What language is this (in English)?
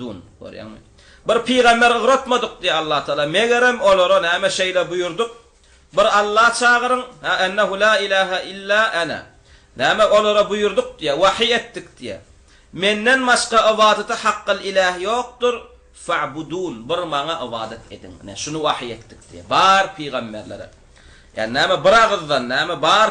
Turkmen